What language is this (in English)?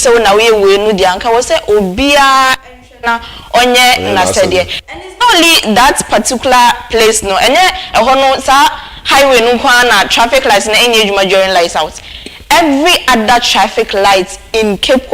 Akan